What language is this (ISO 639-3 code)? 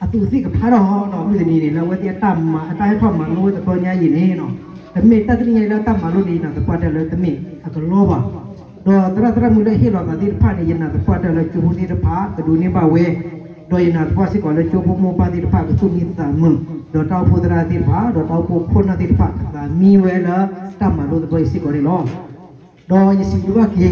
ksw